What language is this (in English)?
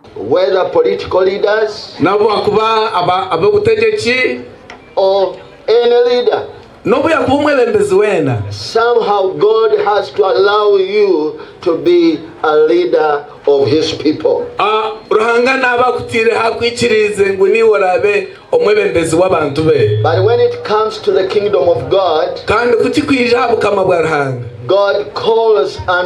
Nyankole